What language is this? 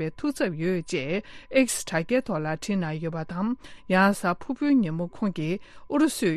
Tibetan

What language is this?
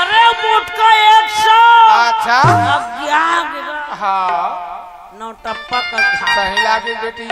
Chhattisgarhi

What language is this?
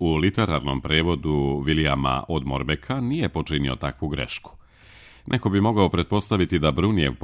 Serbian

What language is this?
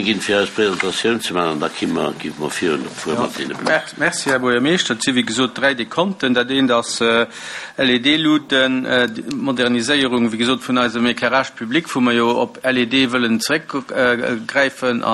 Luxembourgish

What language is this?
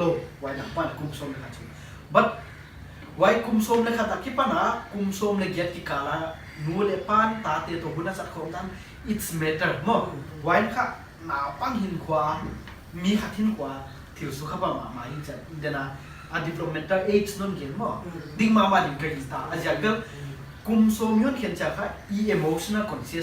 Paite Chin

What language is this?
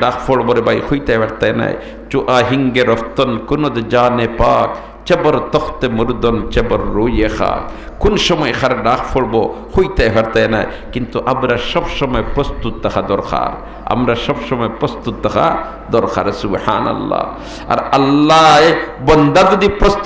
Sylheti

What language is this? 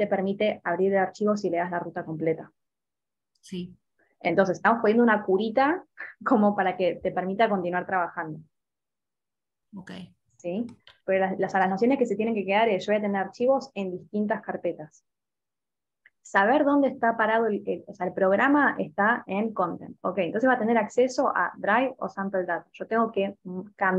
Spanish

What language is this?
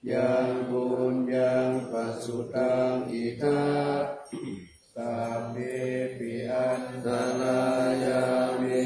Pali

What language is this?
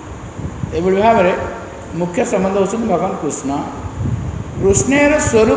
Odia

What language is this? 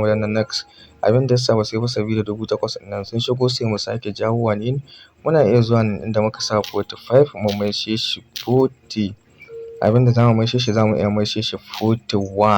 Hausa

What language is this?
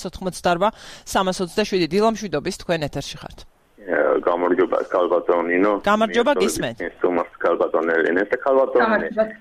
Georgian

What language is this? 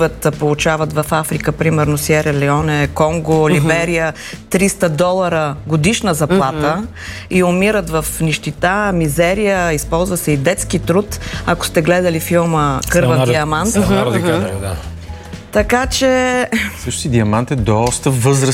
Bulgarian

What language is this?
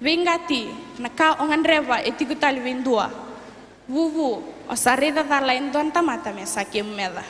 Fijian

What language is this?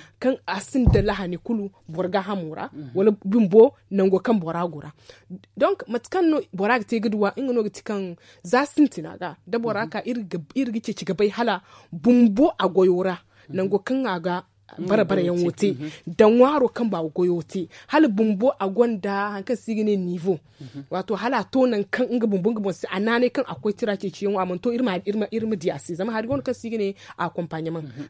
Zarma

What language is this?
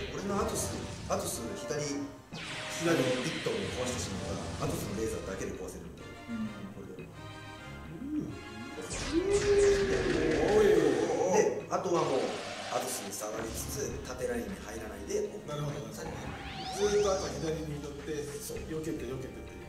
Japanese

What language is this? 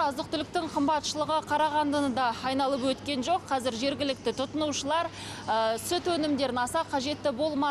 Kazakh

